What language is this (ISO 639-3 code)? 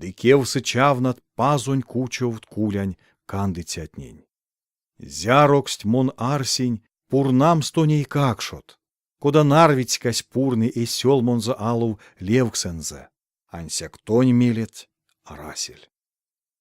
myv